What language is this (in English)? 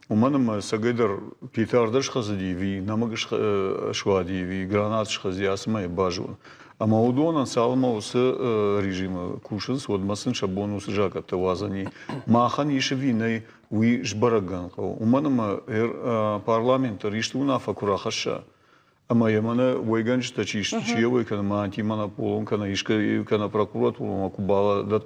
Ossetic